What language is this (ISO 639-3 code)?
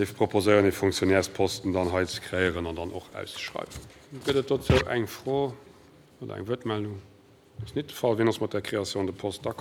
ltz